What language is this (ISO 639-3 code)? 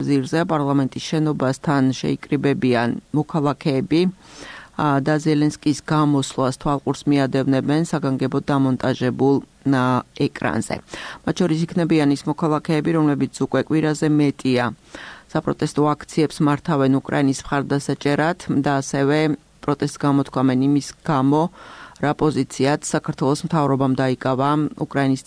kat